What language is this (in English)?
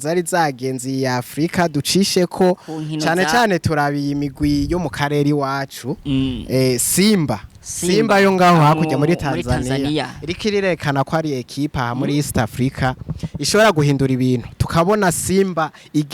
Rundi